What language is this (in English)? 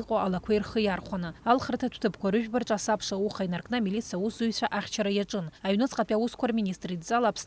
Abkhazian